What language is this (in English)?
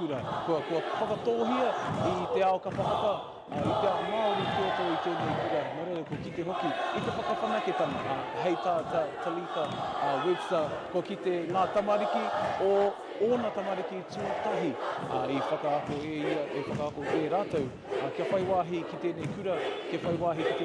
Māori